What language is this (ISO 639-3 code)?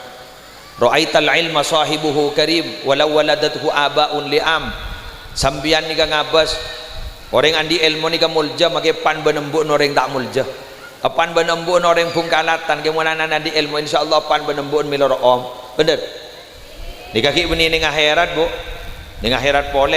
mad